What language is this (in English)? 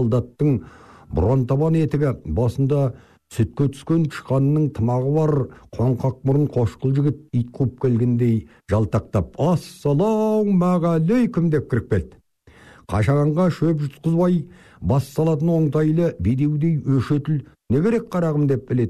Kazakh